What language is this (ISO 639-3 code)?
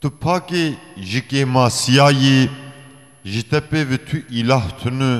kur